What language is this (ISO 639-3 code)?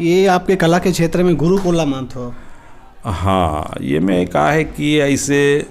hne